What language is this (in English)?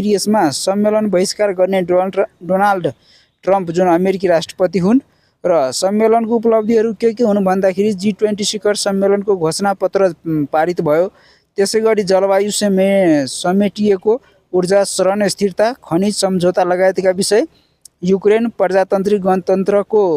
Nepali